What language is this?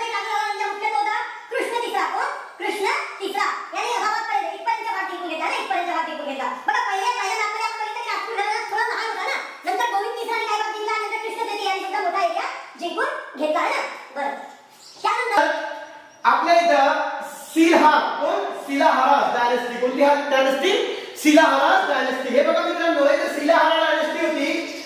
Marathi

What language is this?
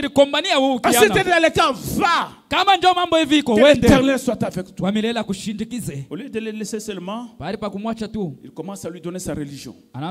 Swahili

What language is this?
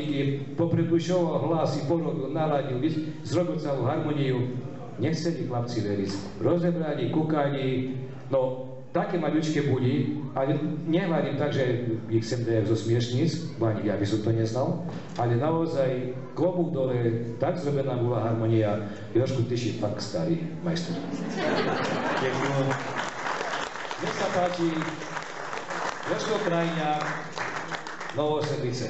Slovak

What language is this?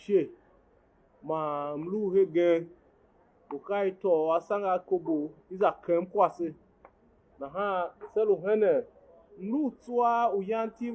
Tiv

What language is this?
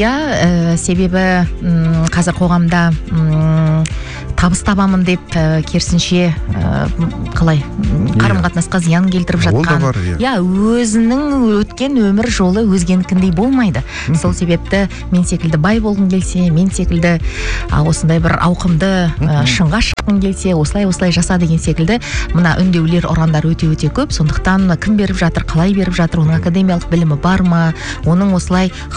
Kazakh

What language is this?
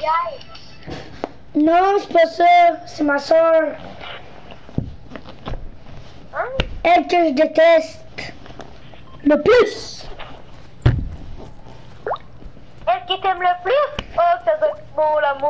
French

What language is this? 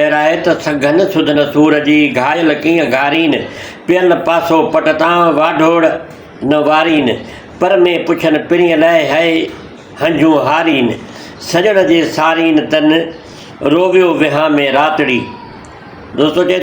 Sindhi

